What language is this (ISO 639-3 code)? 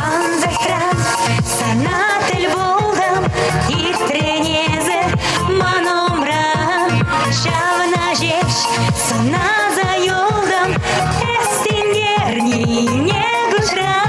chv